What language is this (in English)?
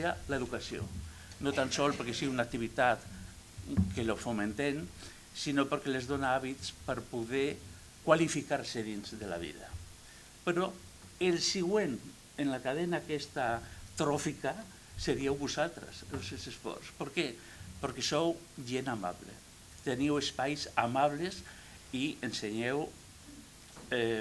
Catalan